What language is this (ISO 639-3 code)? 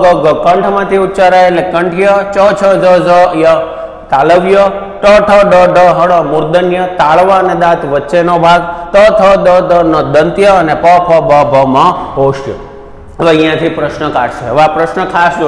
guj